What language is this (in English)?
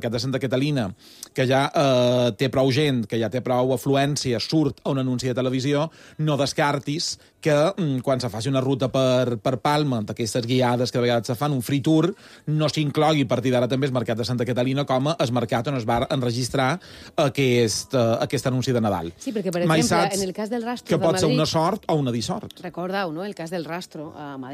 Catalan